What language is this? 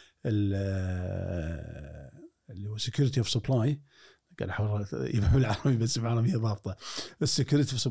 Gulf Arabic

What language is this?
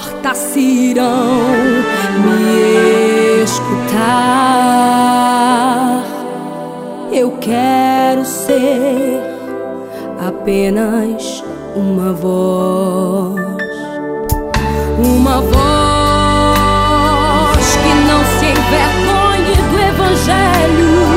Portuguese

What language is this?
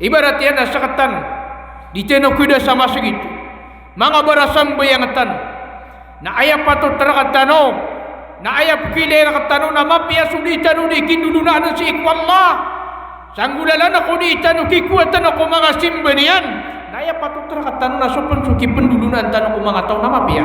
Maranao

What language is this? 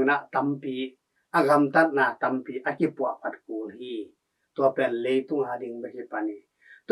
Tedim Chin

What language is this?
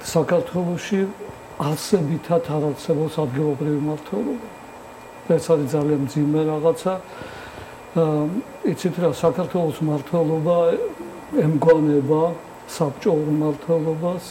Georgian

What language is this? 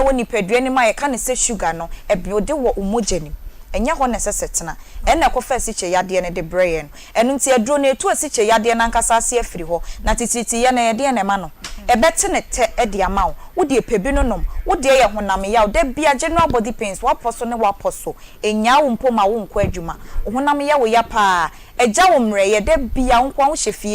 Akan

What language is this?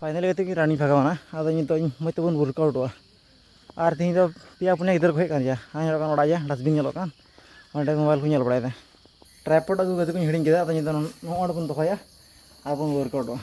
Santali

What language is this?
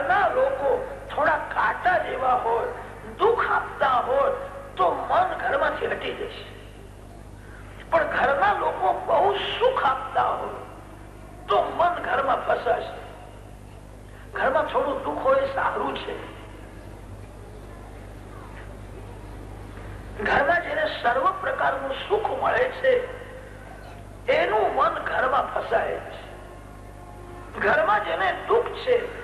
Gujarati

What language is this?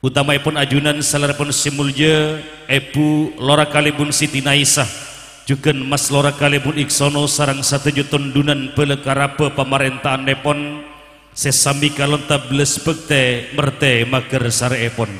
Madurese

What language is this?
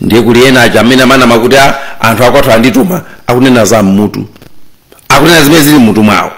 Nyanja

